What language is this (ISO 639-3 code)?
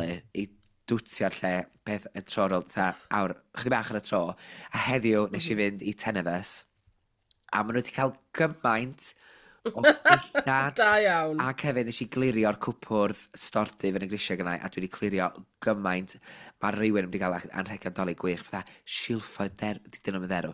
cym